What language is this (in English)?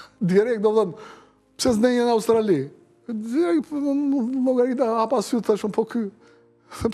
Albanian